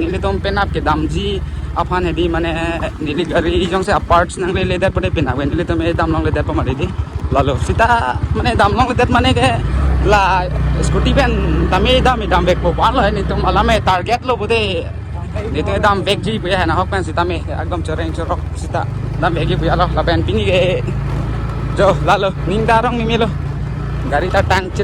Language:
Karbi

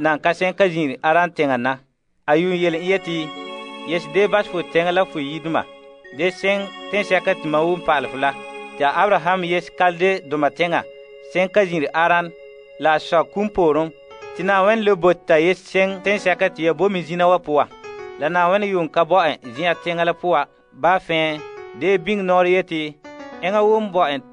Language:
Frafra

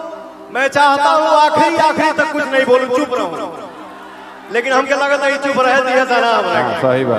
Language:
Bhojpuri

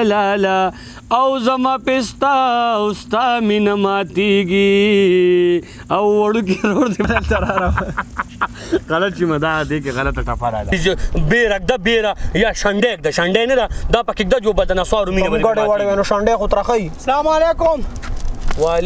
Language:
Pashto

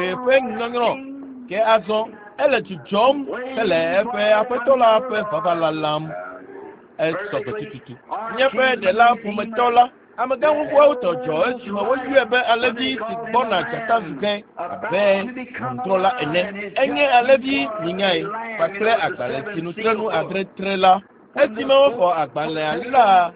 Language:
Ewe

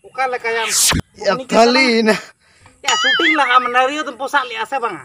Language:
Santali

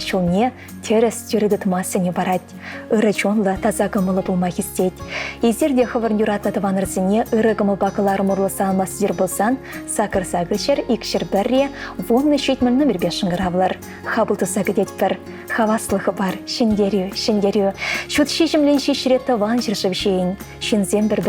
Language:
Chuvash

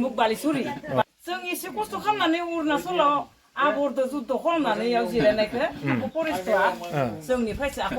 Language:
Bodo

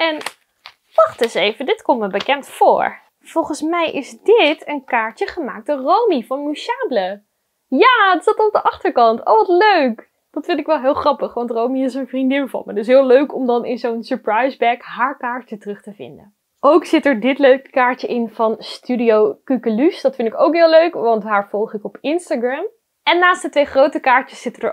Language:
Dutch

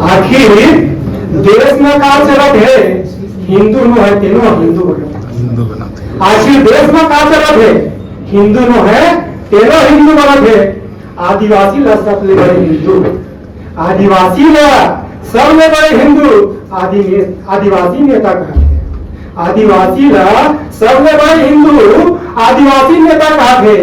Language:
Chhattisgarhi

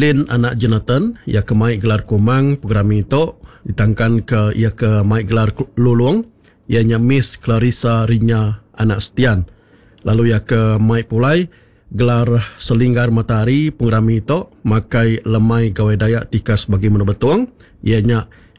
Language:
Iban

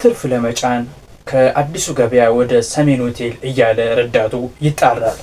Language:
Amharic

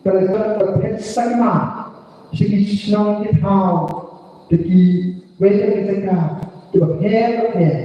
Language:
Khasi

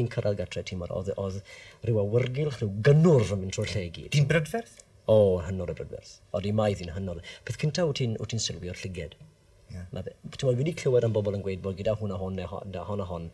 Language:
Welsh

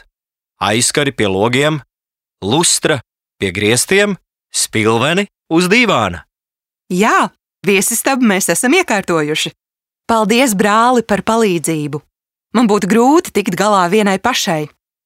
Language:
Latvian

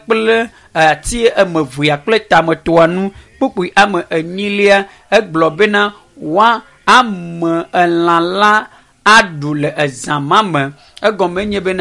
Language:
Ewe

